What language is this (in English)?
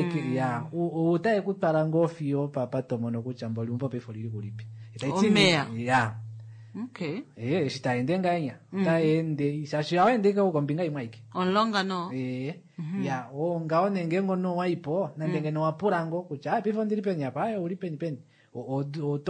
Kuanyama